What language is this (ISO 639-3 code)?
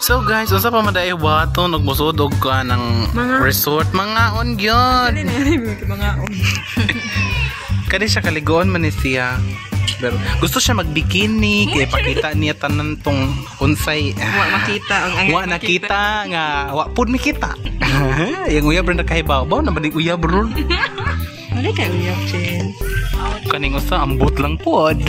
ceb